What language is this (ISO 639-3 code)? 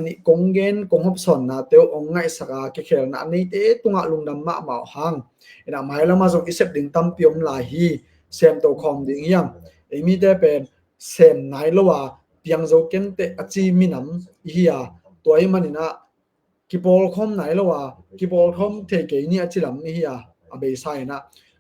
ctd